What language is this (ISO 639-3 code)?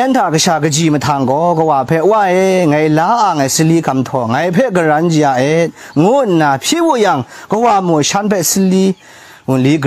kac